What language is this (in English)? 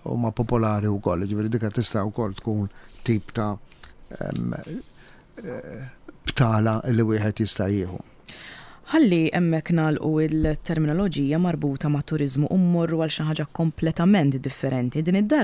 Maltese